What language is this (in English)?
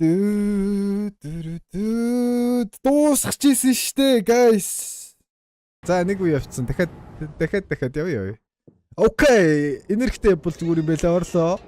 Mongolian